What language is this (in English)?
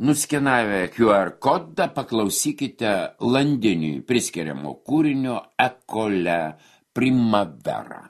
Lithuanian